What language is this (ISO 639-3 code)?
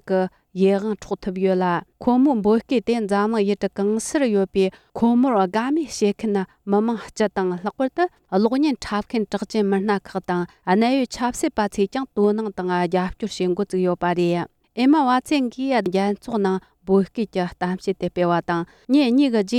bod